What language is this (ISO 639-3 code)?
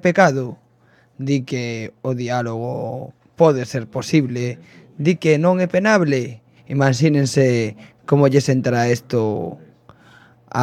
glg